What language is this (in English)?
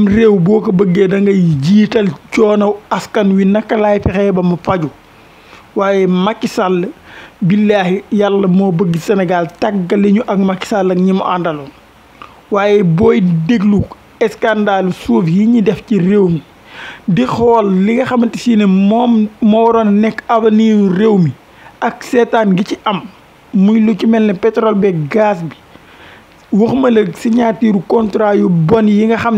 Wolof